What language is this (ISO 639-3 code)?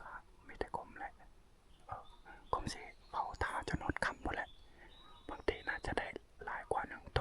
lao